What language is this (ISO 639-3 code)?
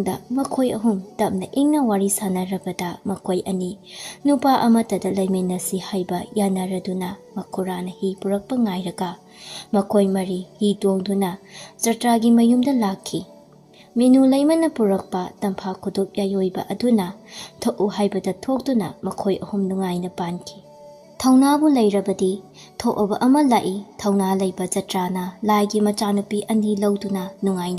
mni